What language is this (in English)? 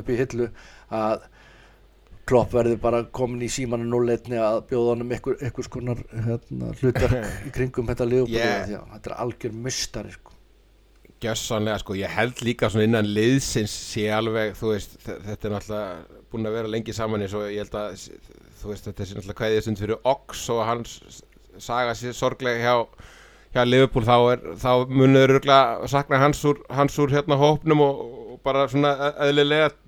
Icelandic